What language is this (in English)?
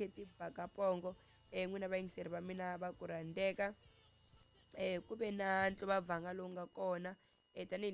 Tsonga